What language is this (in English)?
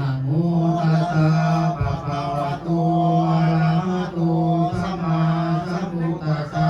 Pali